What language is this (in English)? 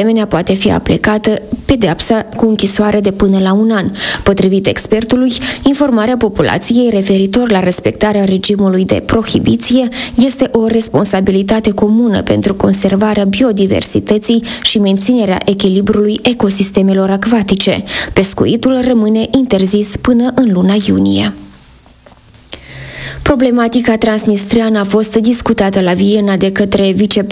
Romanian